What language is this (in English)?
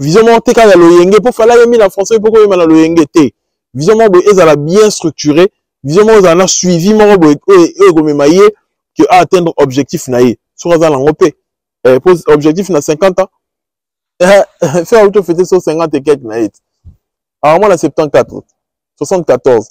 Lingala